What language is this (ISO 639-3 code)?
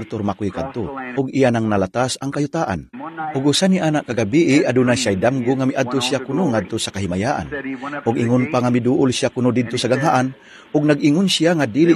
ceb